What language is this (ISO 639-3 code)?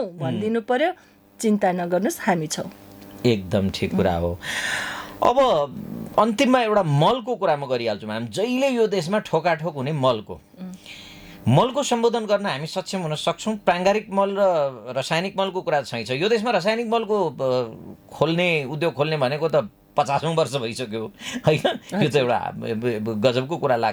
nep